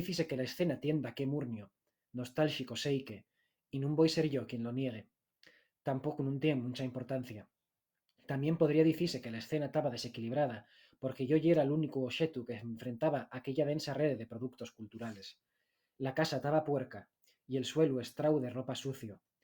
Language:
Asturian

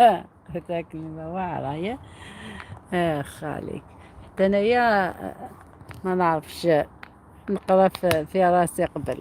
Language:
Algerian Arabic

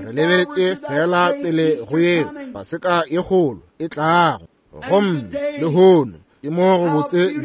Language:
Northern Sotho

